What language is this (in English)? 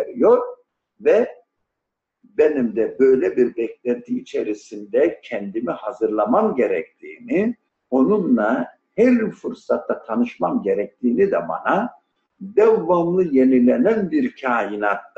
Turkish